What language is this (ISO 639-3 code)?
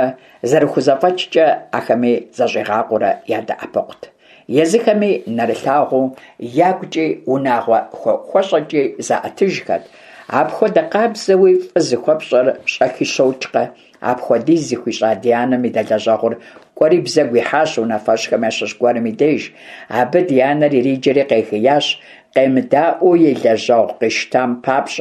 kbd